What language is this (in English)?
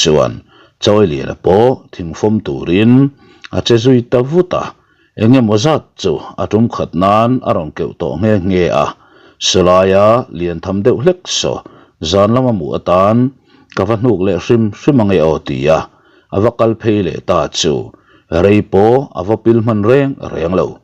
Mizo